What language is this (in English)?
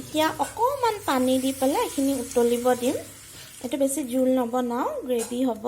Assamese